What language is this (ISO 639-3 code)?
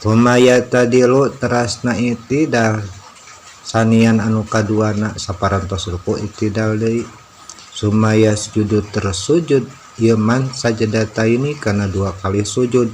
sun